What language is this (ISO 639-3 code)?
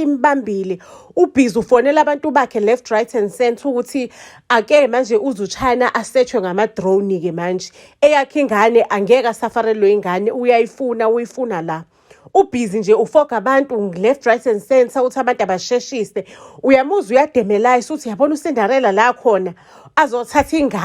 zul